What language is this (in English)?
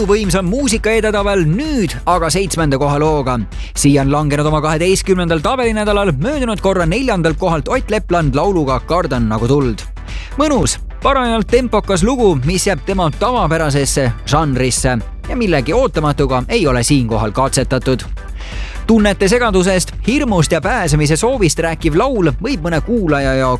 Estonian